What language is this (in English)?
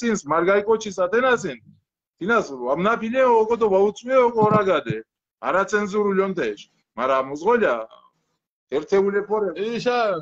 Mingrelian